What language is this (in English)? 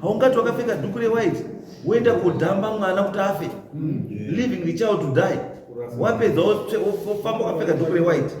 Shona